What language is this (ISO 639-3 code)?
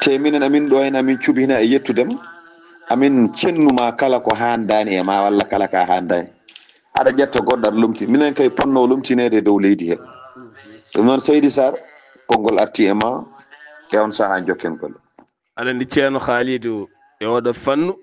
ful